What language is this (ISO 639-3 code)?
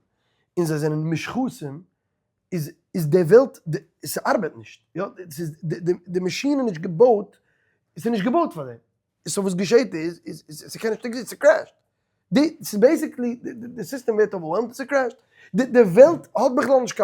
yid